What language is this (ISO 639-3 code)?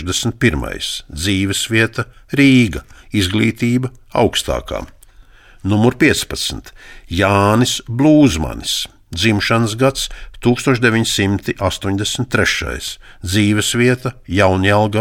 lav